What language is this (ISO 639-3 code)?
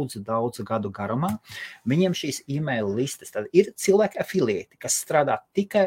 lav